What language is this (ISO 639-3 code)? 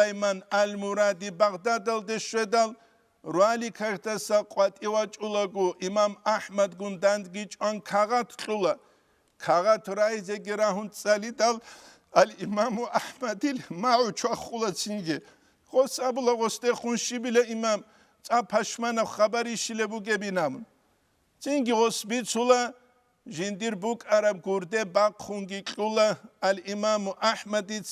ava